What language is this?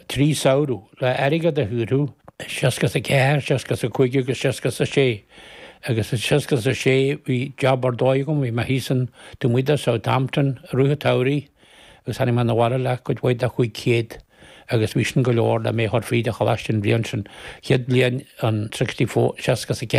Irish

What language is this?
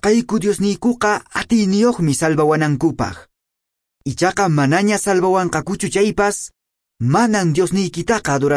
Quechua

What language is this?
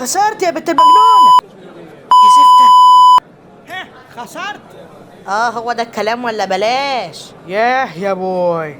Egyptian Arabic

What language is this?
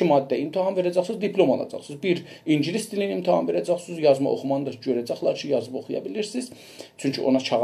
South Azerbaijani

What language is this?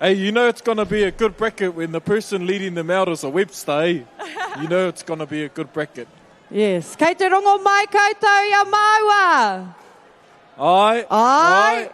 Māori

